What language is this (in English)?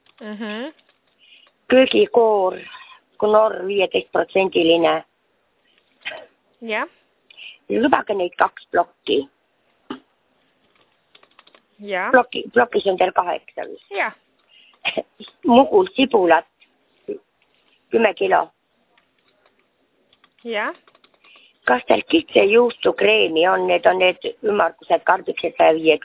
Estonian